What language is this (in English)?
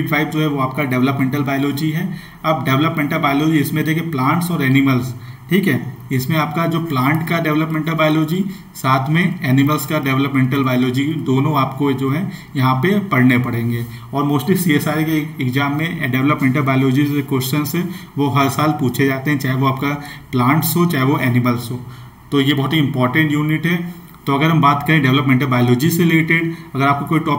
Hindi